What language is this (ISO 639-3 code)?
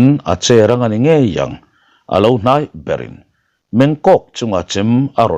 lus